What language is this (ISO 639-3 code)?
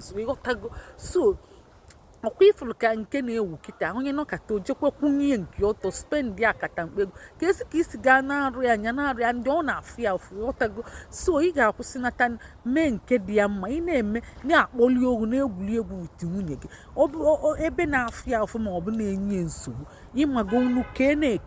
ibo